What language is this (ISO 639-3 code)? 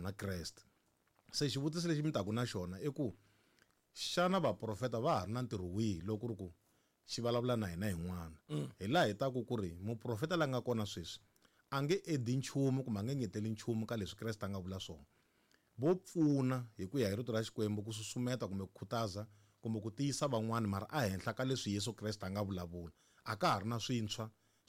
tso